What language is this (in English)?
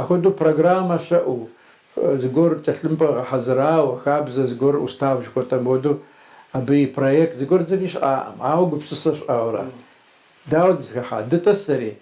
Kabardian